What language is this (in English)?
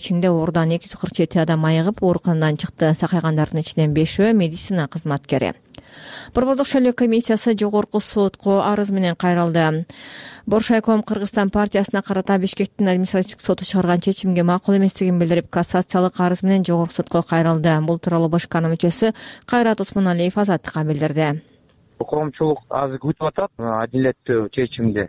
Kyrgyz